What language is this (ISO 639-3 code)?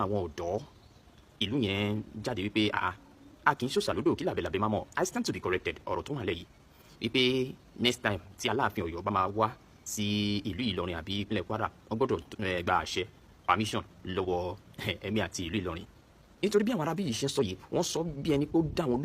yor